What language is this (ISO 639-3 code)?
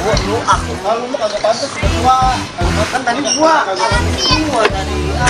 bew